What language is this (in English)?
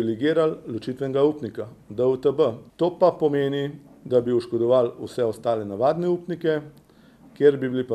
Slovenian